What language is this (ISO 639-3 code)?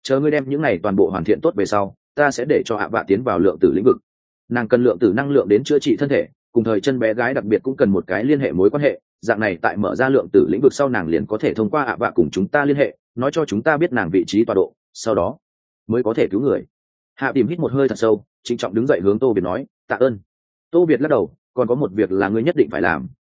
vie